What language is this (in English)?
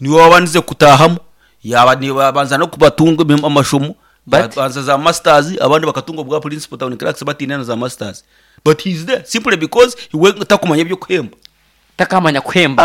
Nyankole